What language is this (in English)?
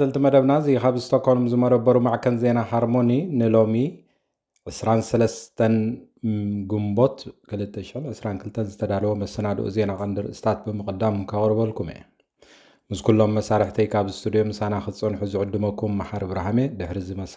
Tigrinya